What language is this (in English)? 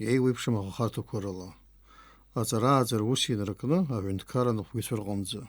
Abkhazian